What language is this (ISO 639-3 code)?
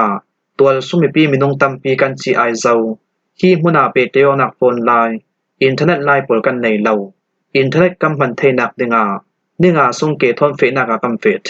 cfm